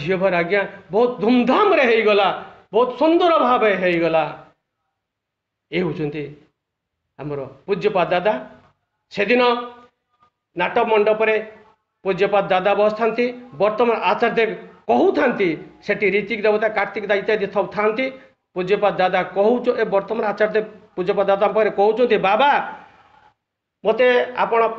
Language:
Odia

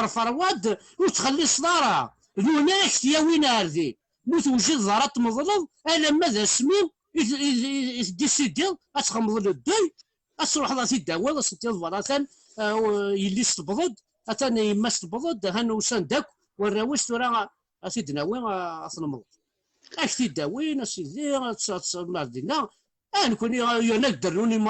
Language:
Kabyle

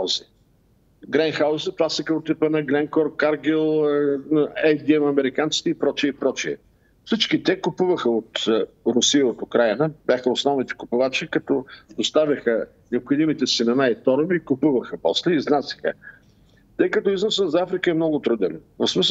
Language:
Bulgarian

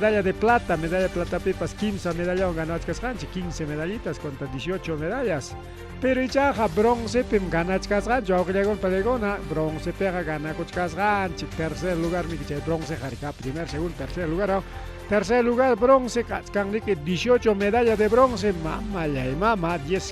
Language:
Ayacucho Quechua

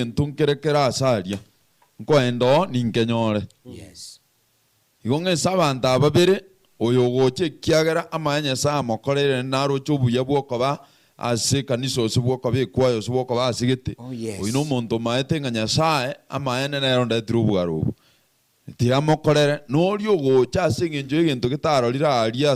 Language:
Gusii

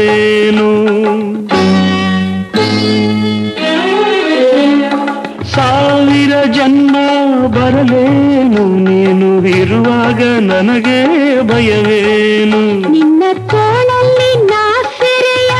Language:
Kannada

